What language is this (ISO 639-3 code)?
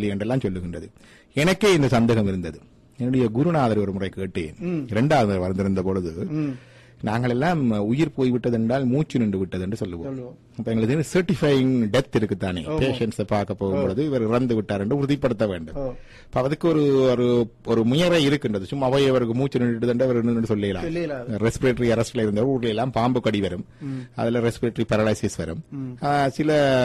tam